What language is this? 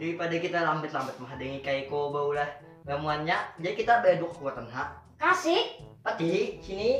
Banjar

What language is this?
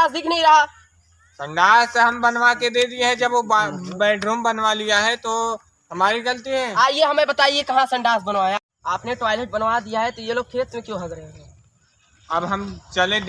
Awadhi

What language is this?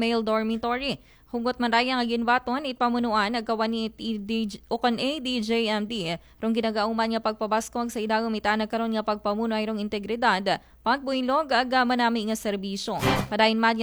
Aklanon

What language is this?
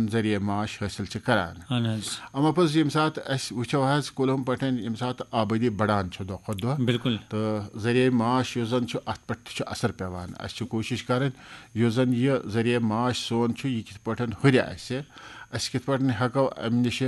Kashmiri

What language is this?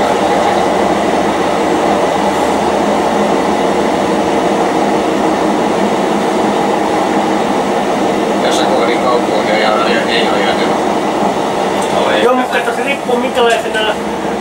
Finnish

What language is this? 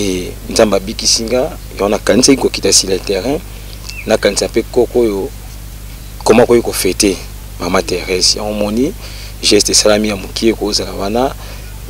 Lingala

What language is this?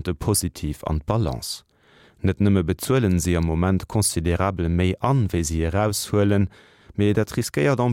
Luxembourgish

